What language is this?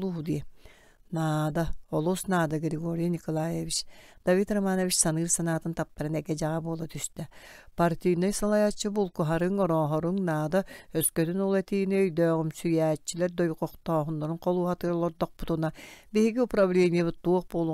Yakut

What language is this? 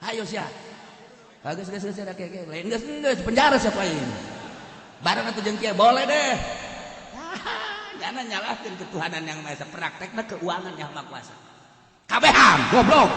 Sundanese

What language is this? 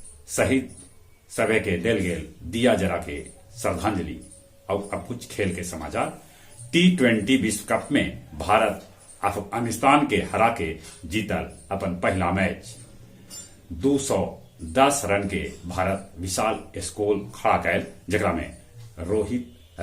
Magahi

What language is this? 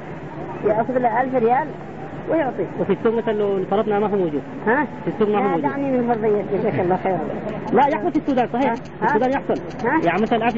Arabic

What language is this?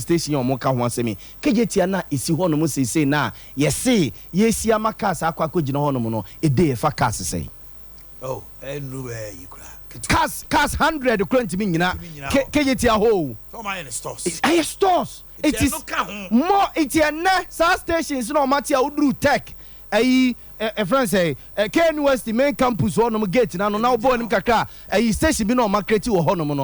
Akan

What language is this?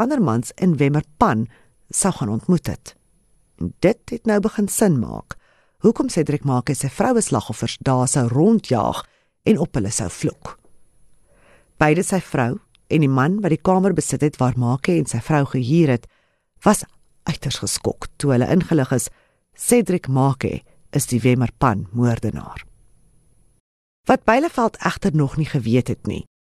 Afrikaans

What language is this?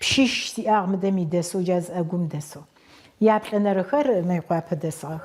Adyghe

